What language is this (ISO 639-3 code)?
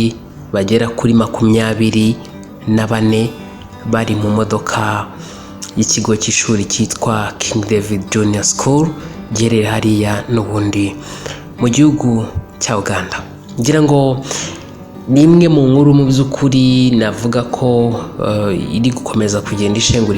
kin